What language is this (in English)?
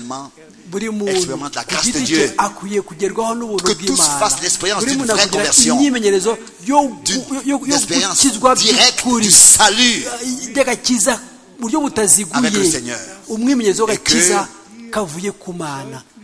Kinyarwanda